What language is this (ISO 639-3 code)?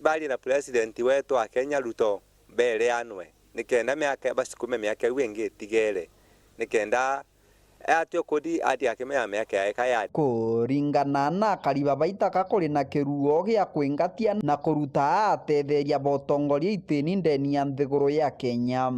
mer